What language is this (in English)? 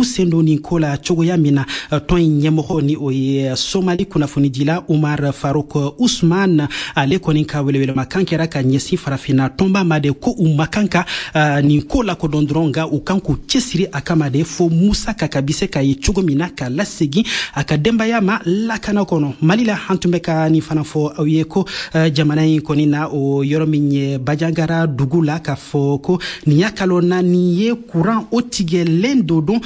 Bambara